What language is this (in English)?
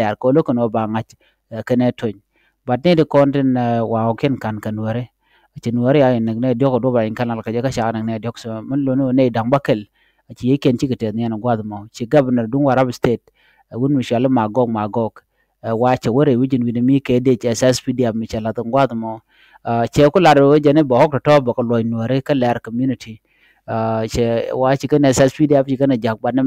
Nuer